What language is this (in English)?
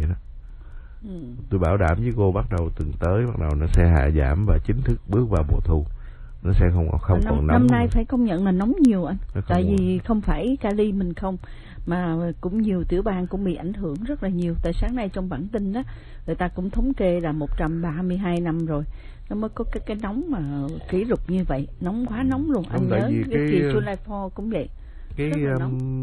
Vietnamese